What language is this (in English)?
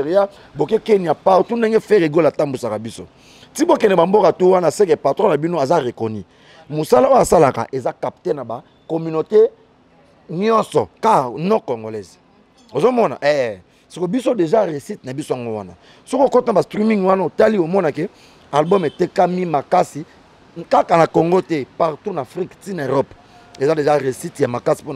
Lingala